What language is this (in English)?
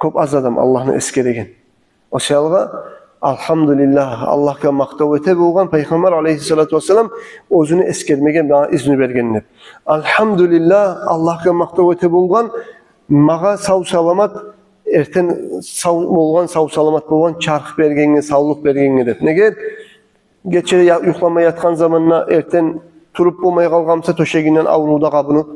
Kumyk